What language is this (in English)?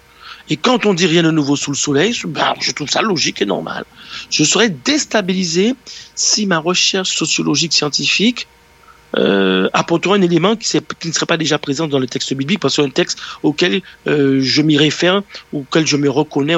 French